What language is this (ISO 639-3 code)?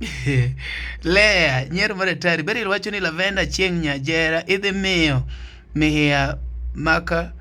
luo